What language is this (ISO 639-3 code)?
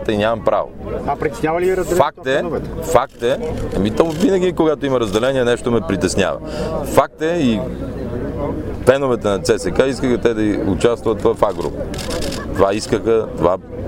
bul